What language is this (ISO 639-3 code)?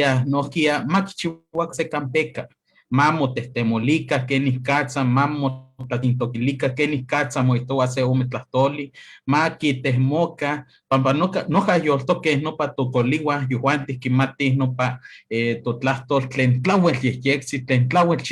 nhe